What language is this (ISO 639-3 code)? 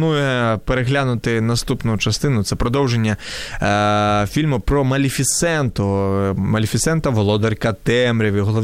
ukr